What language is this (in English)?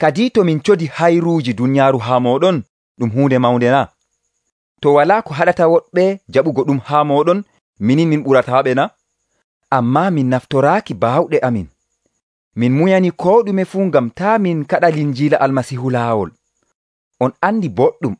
Nigerian Fulfulde